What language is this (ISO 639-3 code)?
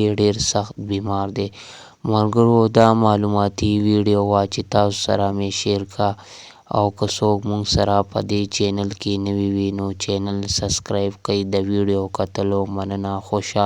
pus